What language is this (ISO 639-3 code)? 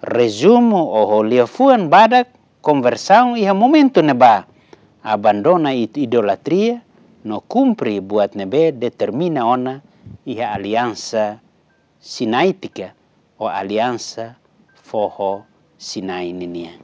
tet